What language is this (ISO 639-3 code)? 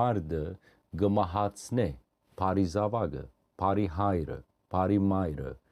hyw